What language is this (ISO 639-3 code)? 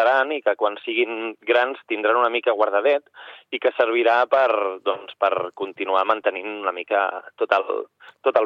cat